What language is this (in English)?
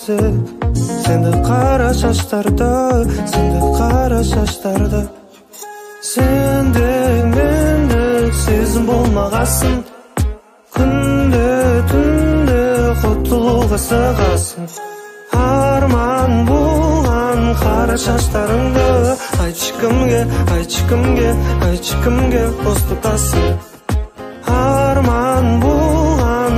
Kazakh